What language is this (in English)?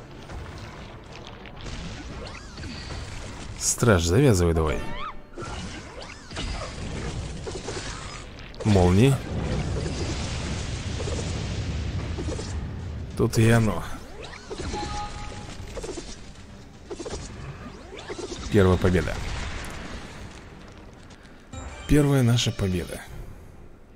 Russian